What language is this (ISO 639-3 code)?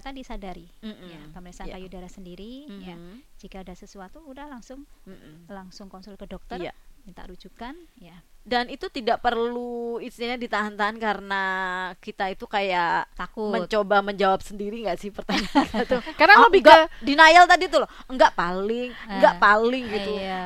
ind